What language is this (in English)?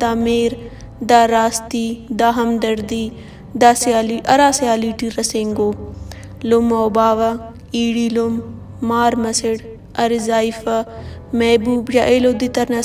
Brahui